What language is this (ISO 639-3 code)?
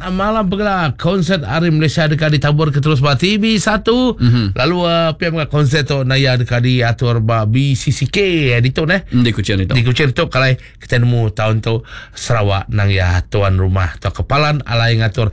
iba